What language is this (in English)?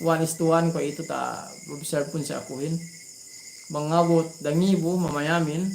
Yakan